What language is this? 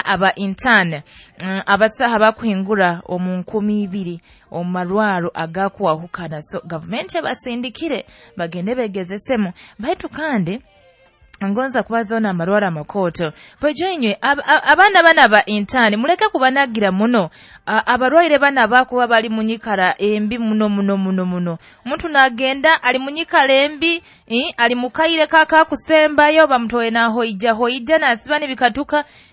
Nyoro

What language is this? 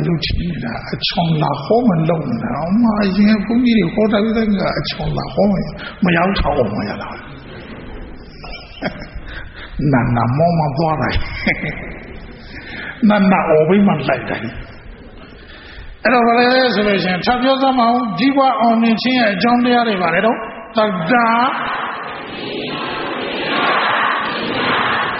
Burmese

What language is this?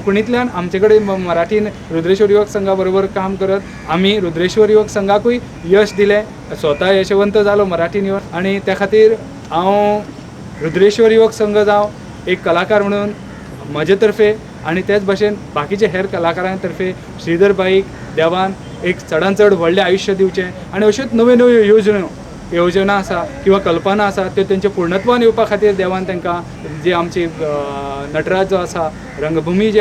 Konkani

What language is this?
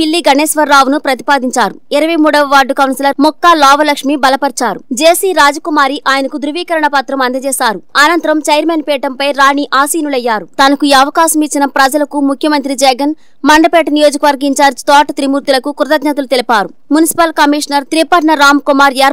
Telugu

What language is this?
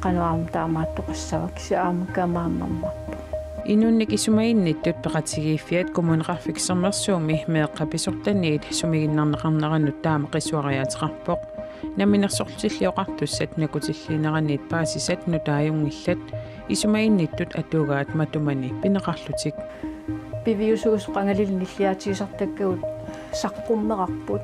Kalaallisut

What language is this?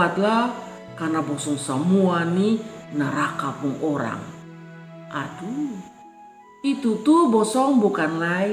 Kupang Malay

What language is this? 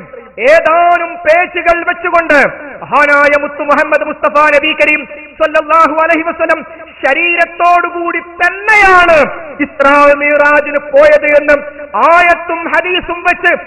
Malayalam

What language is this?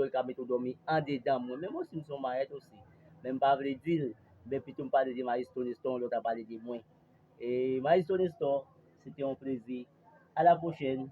Haitian Creole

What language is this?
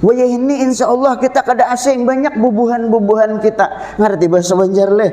Banjar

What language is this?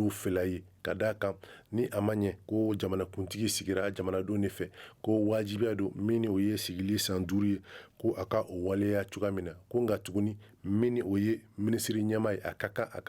Bambara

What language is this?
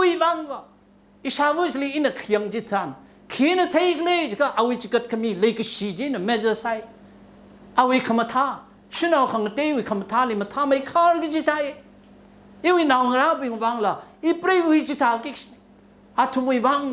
Tangkhul Naga (India)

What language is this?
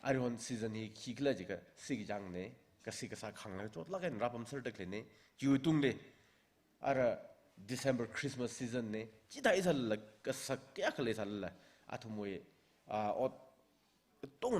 Tangkhul Naga (India)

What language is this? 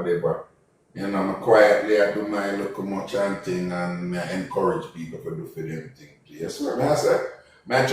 Jamaican Creole English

